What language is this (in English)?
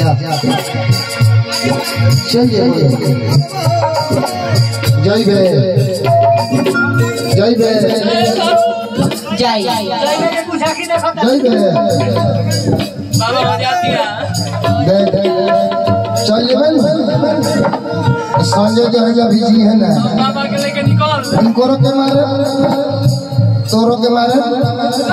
Bhojpuri